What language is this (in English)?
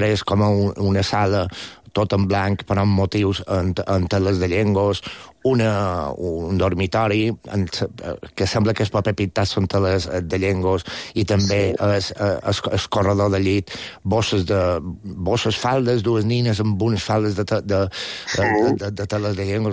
Catalan